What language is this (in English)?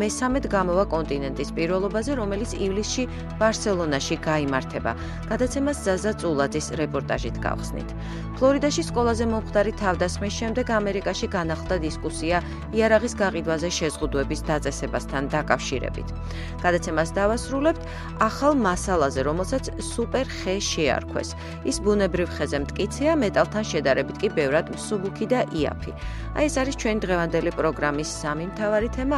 Georgian